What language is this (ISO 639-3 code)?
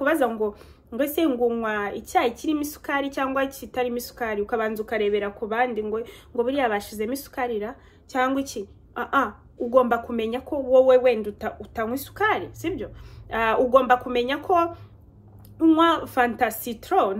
kin